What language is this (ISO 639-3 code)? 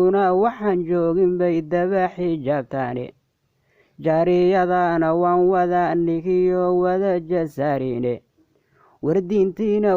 som